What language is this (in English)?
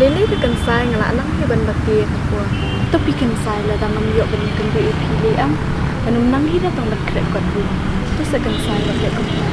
Khasi